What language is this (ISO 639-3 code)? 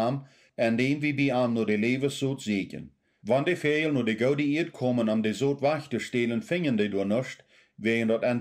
pdt